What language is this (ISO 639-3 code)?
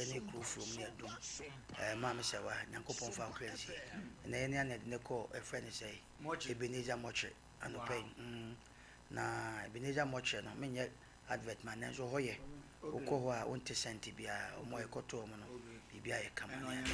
aka